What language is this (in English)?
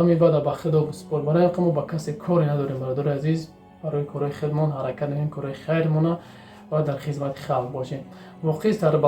Tajik